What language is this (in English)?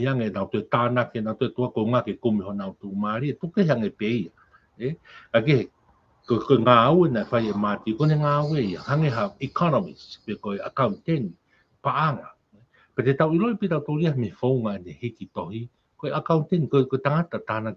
Tongan